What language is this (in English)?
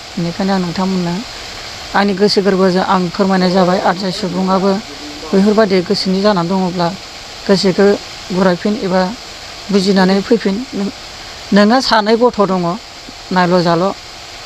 Bodo